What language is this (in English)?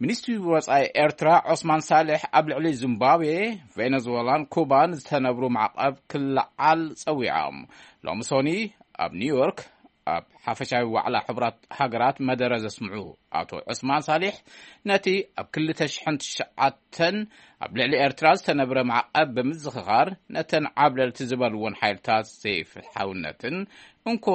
Tigrinya